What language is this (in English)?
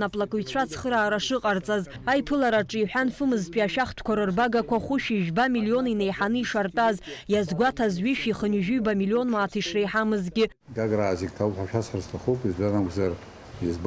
Abkhazian